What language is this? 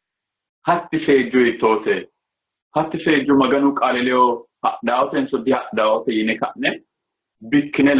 Sidamo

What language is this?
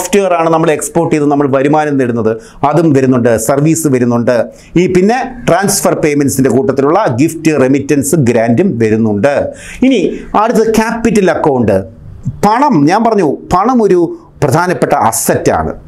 Malayalam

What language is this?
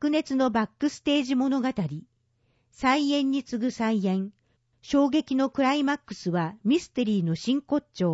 Japanese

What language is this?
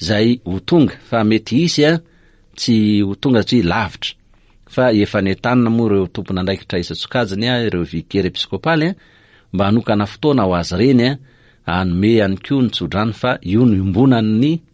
Malagasy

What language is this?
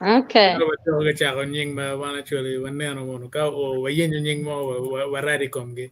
Acoli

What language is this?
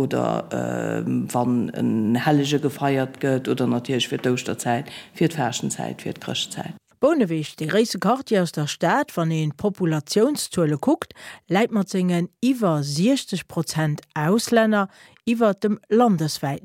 Luxembourgish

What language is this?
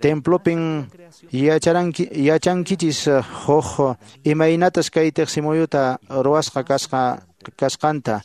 Quechua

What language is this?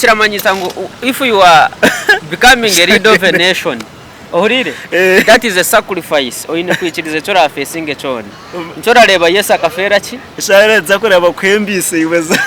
Nyankole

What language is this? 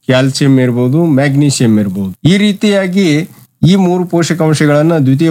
Kannada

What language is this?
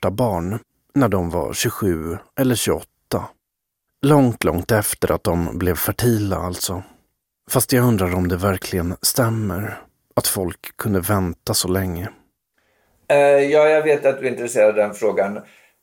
Swedish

